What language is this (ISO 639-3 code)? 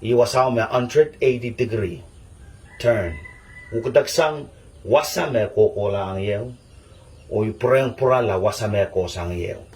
pon